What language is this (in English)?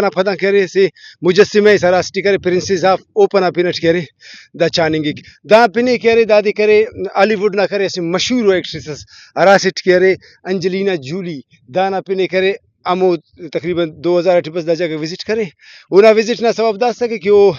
Brahui